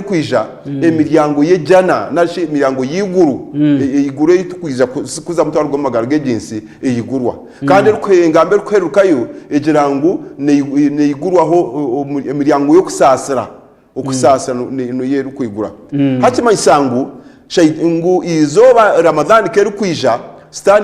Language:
Nyankole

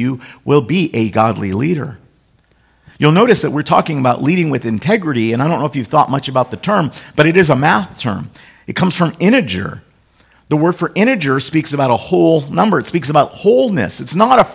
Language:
English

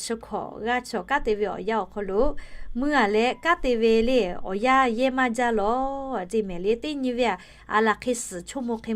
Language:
Lahu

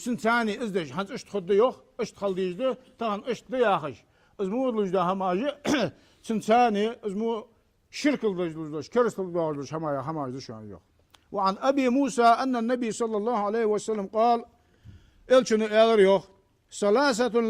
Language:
Ingush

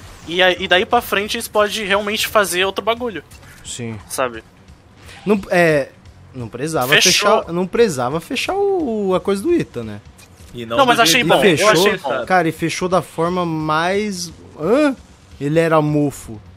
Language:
Portuguese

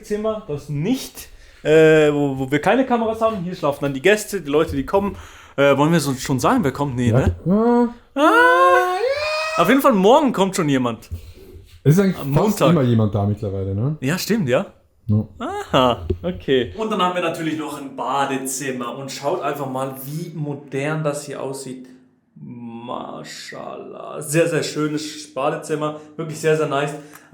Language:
Swiss German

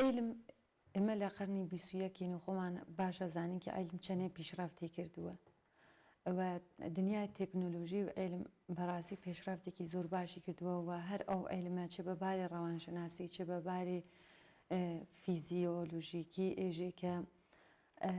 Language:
Central Kurdish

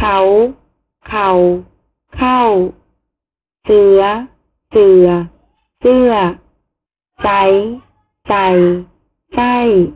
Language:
Shan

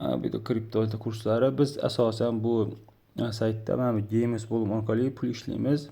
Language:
Uzbek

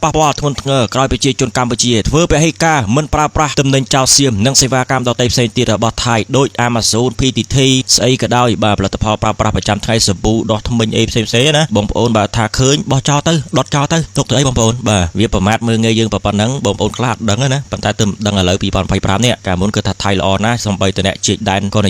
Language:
Khmer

